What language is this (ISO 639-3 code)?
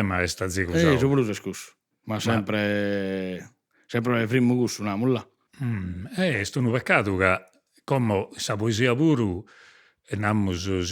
srd